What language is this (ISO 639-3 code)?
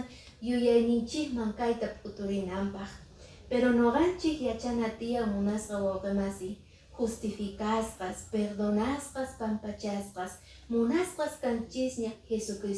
que